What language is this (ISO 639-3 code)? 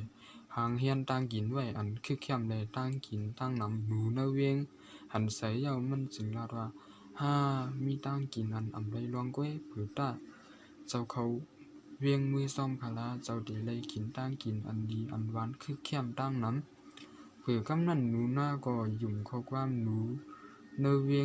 shn